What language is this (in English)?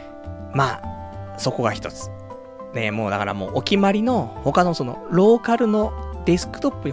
Japanese